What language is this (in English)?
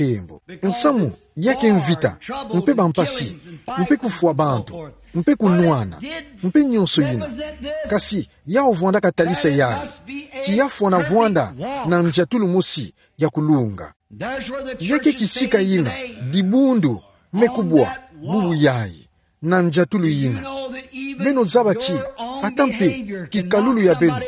Kituba (Democratic Republic of Congo)